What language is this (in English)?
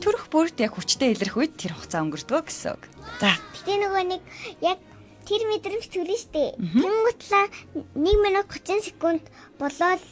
Mongolian